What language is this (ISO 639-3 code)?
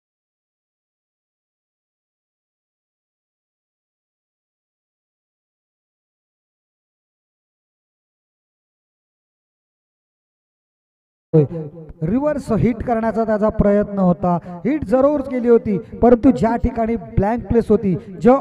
mar